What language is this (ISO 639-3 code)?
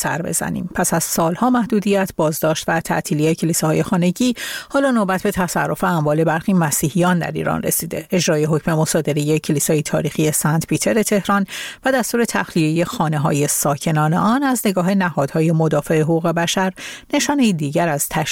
fas